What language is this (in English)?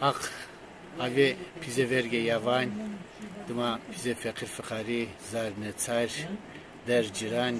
Zaza